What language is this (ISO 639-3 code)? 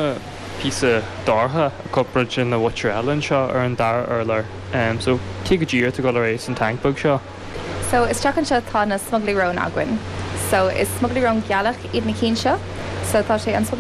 gle